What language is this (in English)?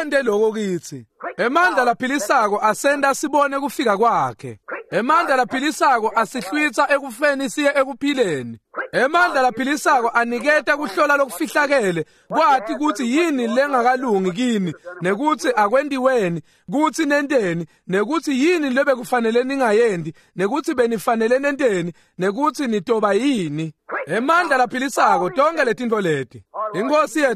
Swati